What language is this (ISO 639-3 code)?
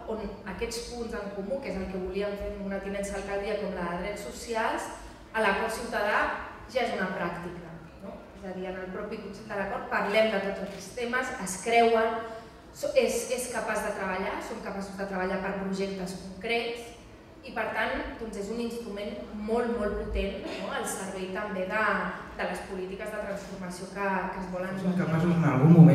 cat